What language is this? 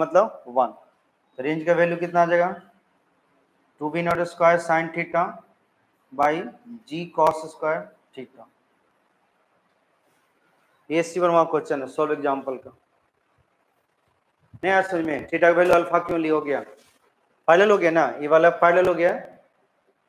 Hindi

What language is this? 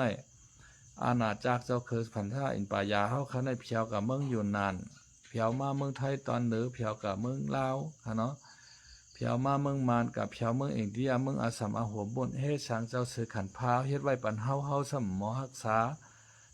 Shan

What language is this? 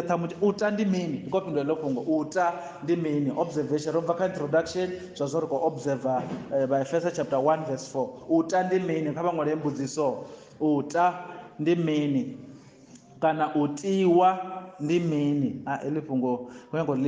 Venda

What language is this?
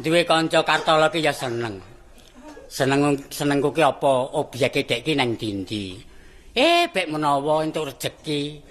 Javanese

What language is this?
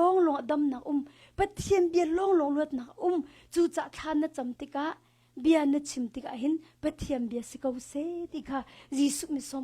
Hakha Chin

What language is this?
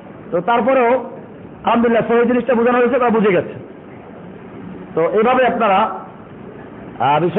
Bangla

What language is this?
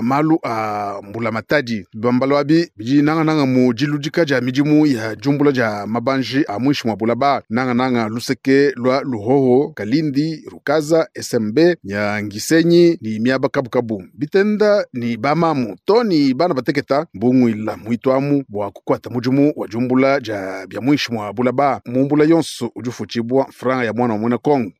Luba-Lulua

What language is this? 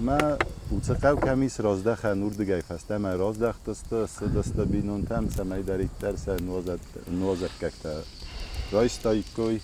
Ossetic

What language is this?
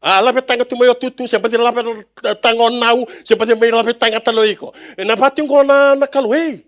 Fijian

